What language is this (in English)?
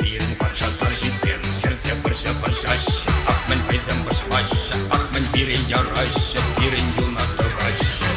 Chuvash